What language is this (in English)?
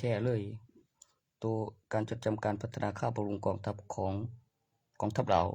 Lao